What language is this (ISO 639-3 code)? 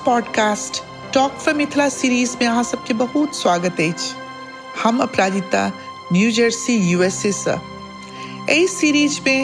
mai